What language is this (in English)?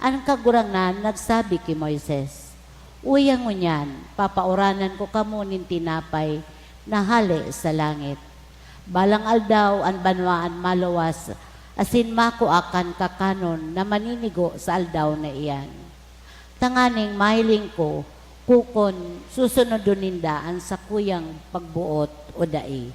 Bikol